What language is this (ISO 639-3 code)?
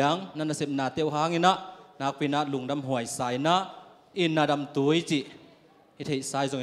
ctd